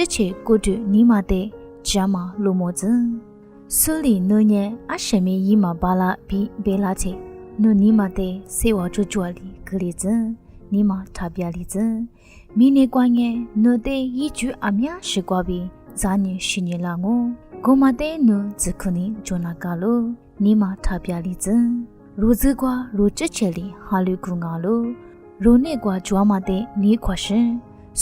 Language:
Lisu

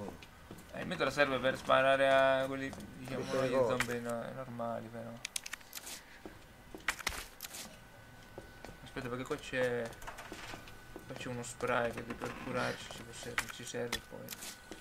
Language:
Italian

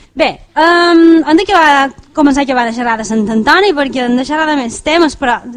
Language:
Catalan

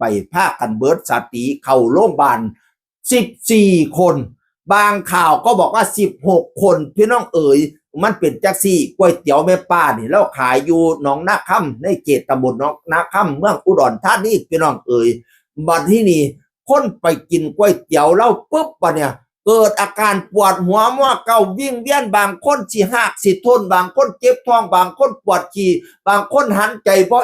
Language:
Northeastern Thai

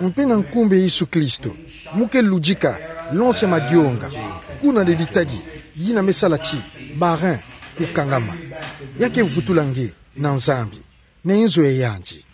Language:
Kituba (Democratic Republic of Congo)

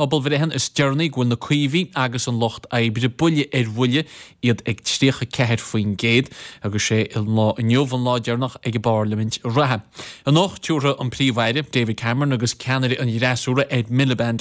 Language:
Irish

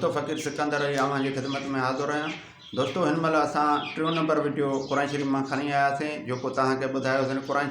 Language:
Sindhi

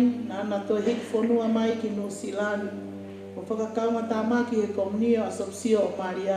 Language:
Tongan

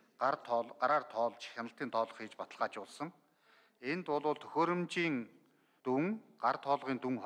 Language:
Mongolian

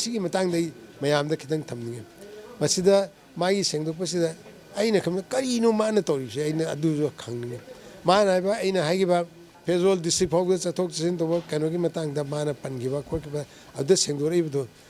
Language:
Manipuri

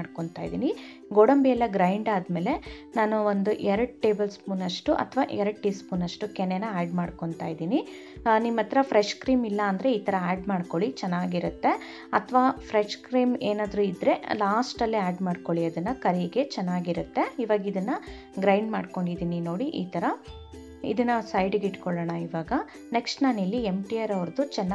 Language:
Kannada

